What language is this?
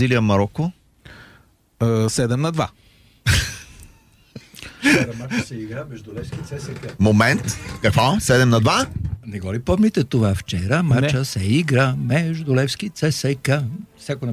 Bulgarian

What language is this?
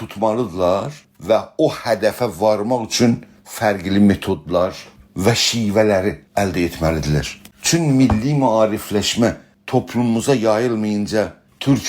South Azerbaijani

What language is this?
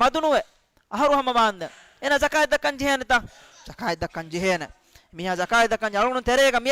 Divehi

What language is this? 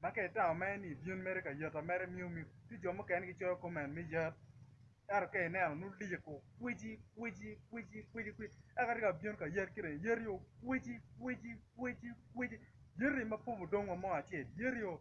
Acoli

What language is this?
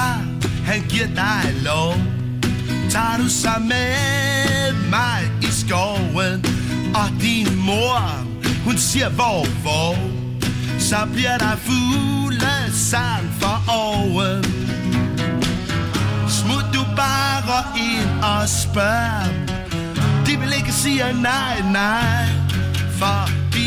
Danish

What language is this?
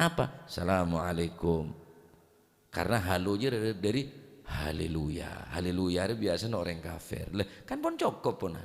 Madurese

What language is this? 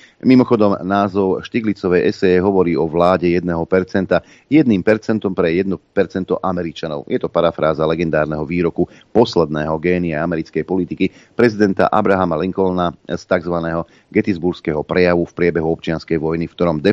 Slovak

